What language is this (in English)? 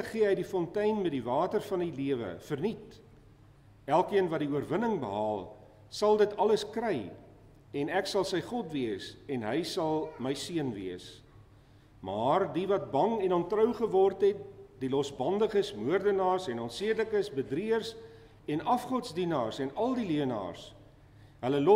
Afrikaans